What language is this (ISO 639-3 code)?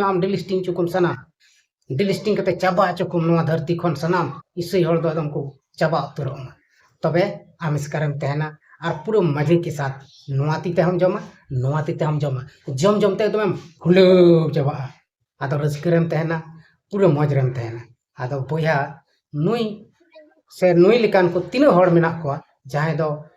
sat